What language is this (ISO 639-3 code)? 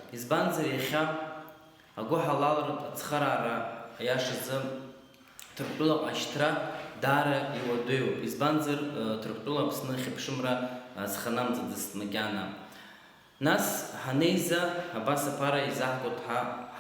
abk